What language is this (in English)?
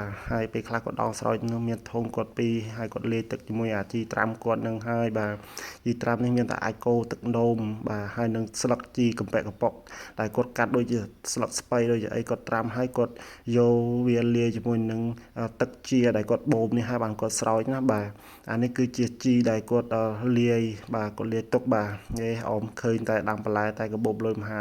Khmer